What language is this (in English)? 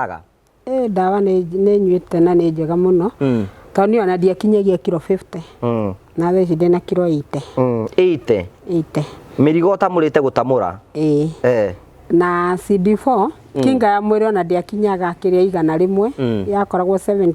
Kikuyu